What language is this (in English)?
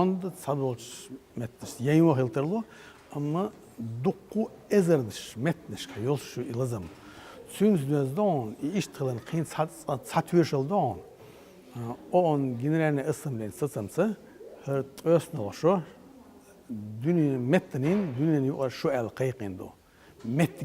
Chechen